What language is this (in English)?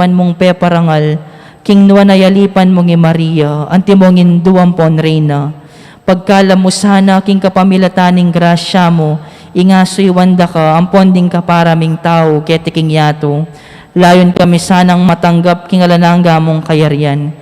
Pampanga